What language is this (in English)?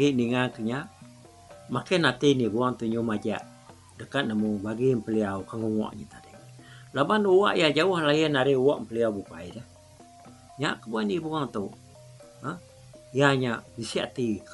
Iban